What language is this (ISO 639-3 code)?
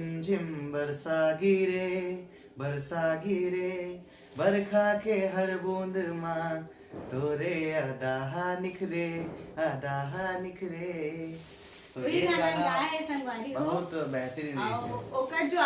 hne